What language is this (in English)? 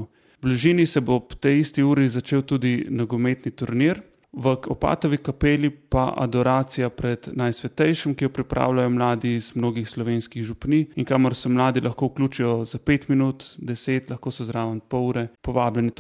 Slovenian